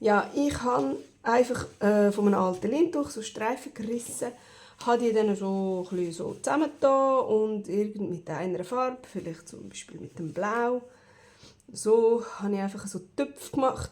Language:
Swiss German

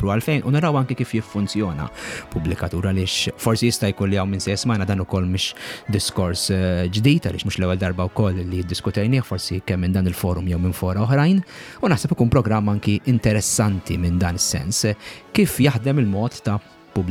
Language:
Maltese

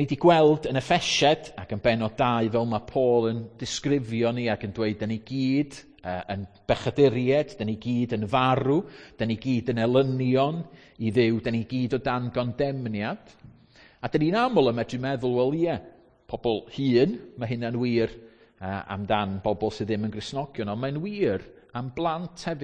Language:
Welsh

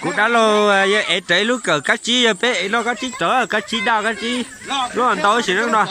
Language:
Hmong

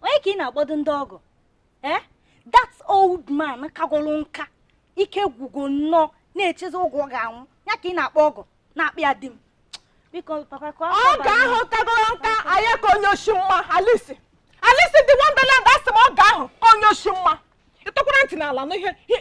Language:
Igbo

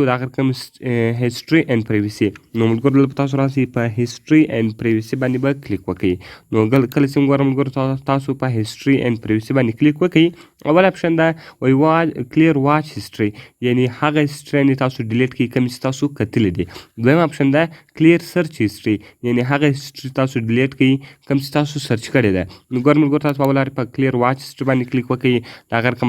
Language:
Pashto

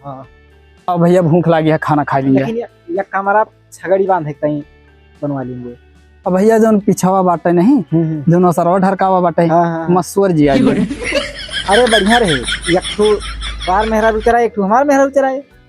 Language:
Awadhi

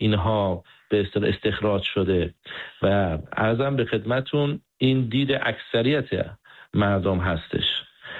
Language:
Persian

